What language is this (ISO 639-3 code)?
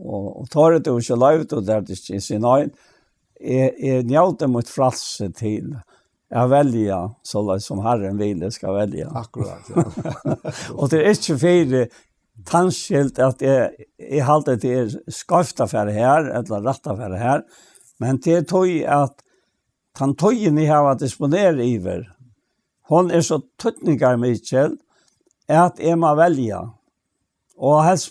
fao